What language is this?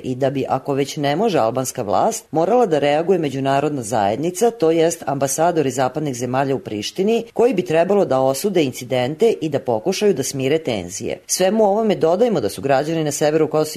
Serbian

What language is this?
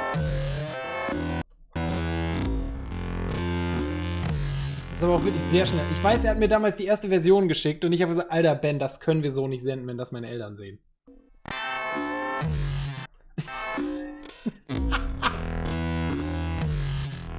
German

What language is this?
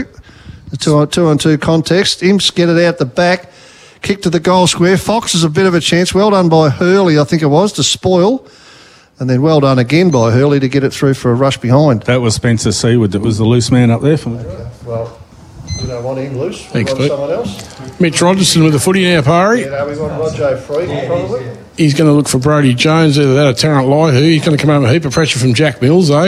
English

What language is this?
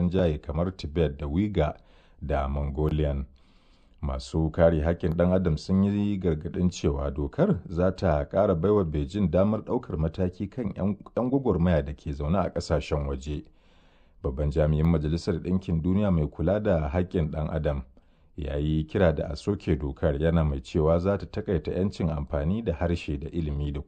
Hausa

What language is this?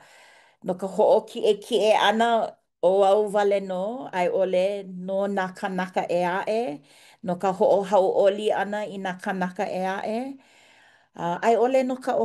Hawaiian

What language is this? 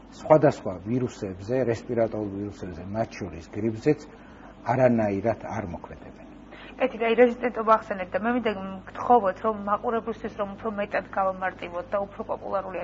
Georgian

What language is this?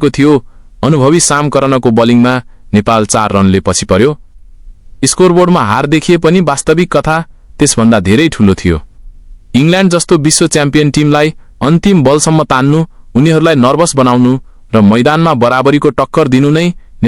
Nepali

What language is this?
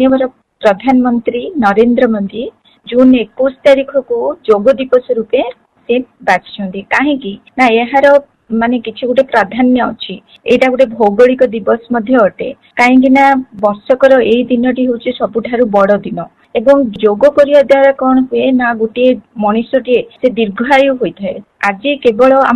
Odia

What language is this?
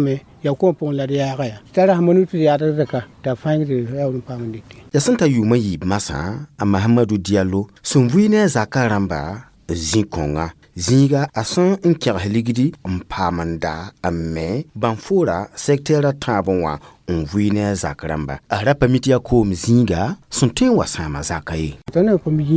Mossi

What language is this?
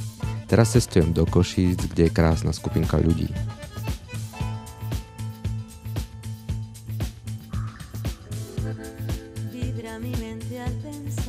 Slovak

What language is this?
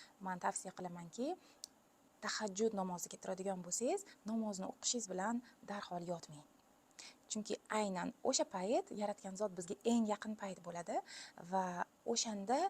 Uzbek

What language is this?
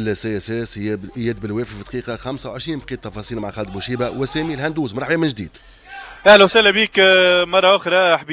Tunisian Arabic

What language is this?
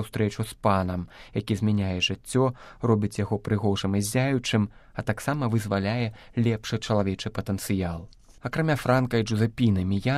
Belarusian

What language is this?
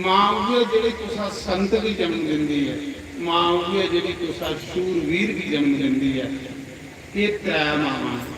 Dogri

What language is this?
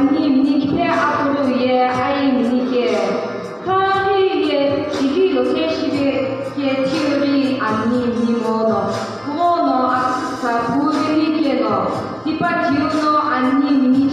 Sumi Naga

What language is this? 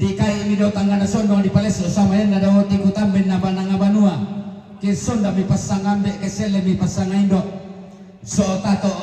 Toraja-Sa'dan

